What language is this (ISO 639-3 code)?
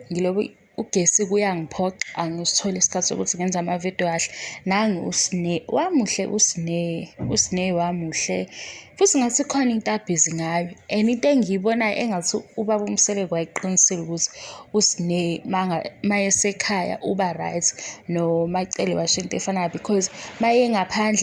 zul